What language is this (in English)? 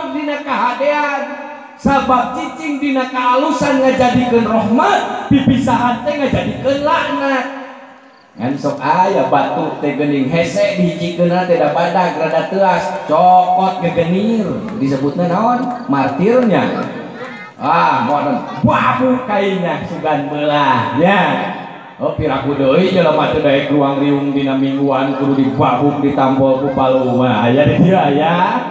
Sundanese